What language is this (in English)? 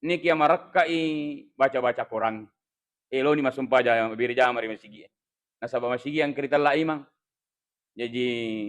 Buginese